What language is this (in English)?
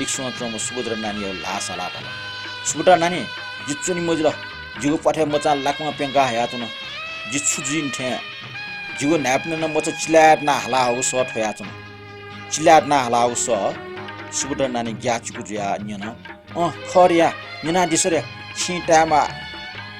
Newari